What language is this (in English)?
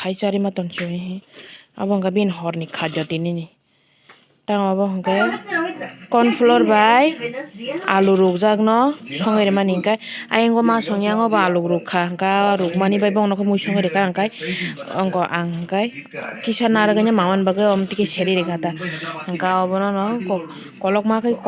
Kok Borok